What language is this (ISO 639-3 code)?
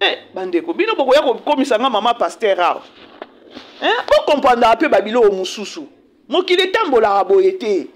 lin